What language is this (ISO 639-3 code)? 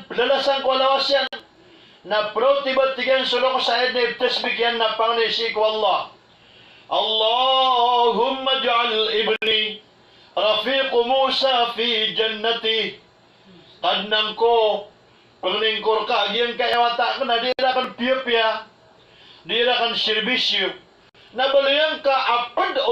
mrw